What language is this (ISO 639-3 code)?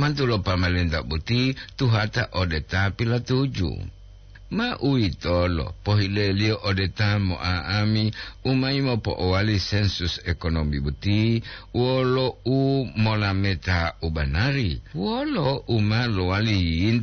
gor